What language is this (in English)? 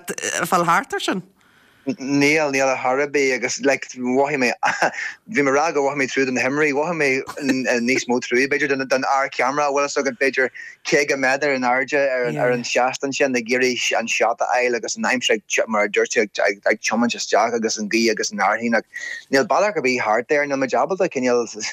Irish